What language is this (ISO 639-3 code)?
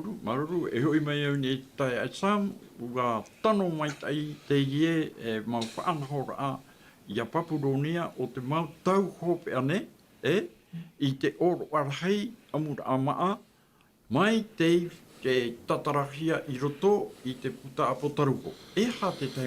tah